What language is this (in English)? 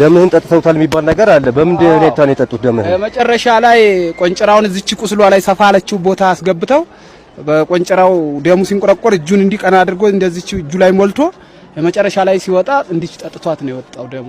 Amharic